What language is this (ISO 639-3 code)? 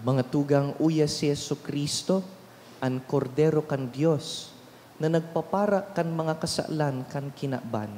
bik